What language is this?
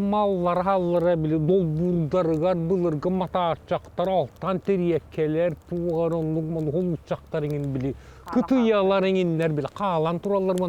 Yakut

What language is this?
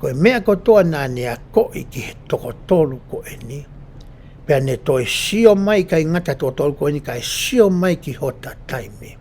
Tongan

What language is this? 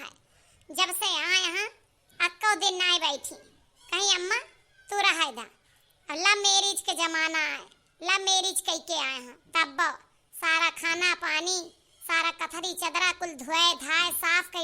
Awadhi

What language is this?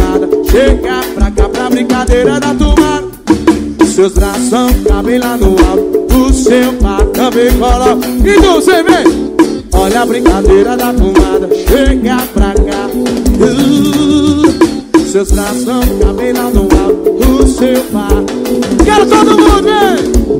Portuguese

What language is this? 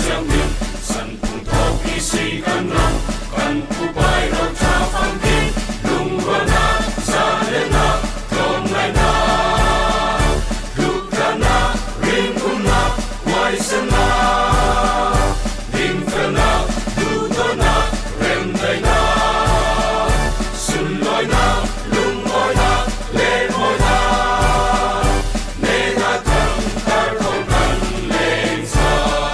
Falam Chin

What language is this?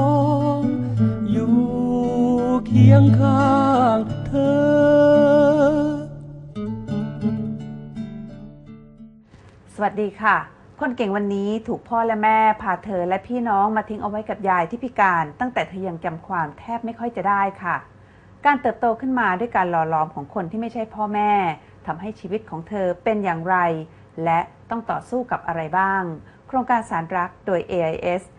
Thai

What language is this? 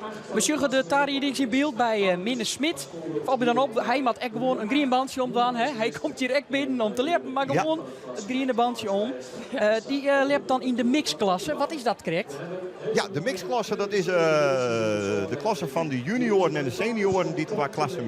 Western Frisian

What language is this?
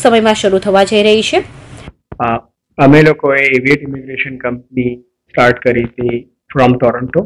Gujarati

